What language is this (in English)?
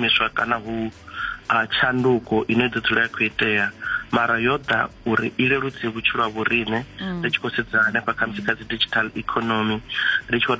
Venda